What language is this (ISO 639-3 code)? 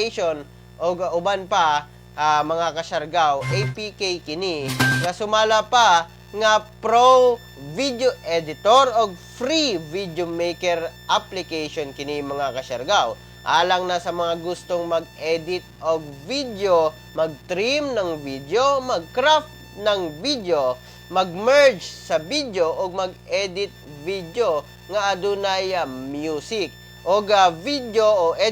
ceb